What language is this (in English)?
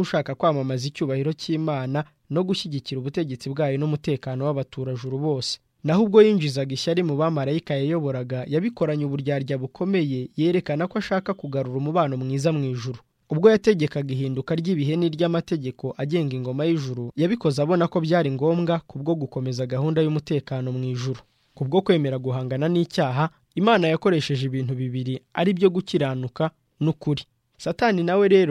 Kinyarwanda